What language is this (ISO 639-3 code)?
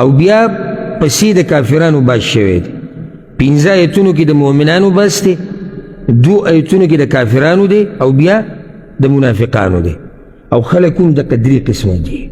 pus